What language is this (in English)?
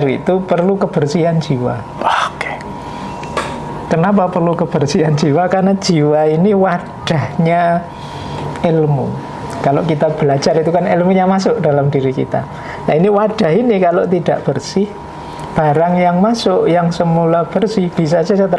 Indonesian